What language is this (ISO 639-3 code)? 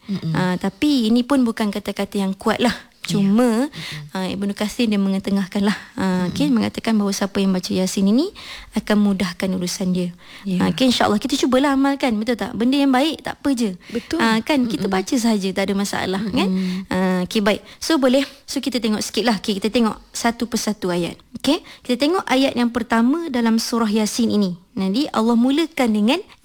msa